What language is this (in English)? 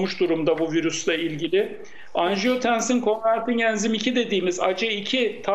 Turkish